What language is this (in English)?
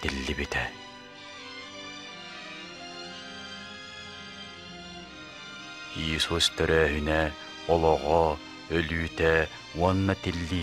Yakut